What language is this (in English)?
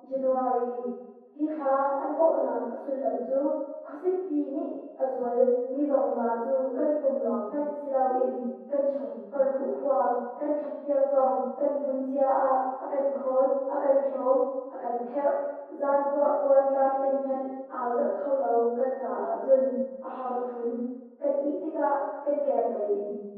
Hakha Chin